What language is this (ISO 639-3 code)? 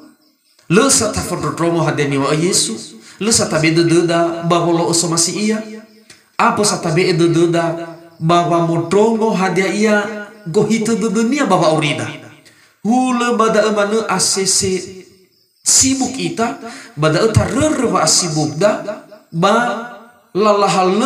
nia